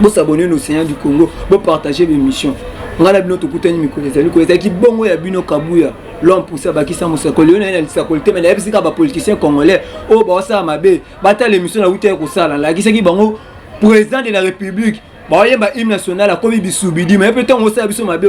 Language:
Lingala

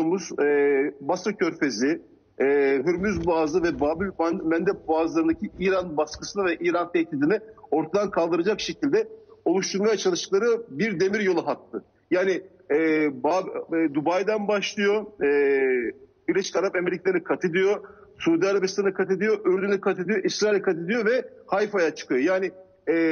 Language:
Turkish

